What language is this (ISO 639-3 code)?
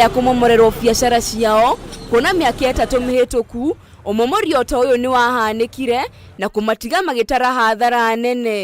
kik